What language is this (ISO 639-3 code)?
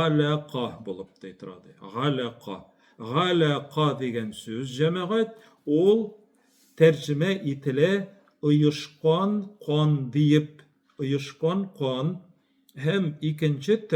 tat